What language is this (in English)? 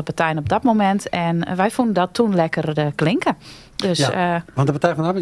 Western Frisian